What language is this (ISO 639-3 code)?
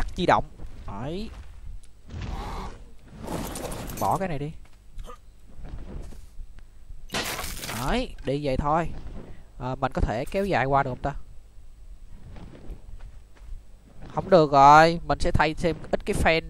vie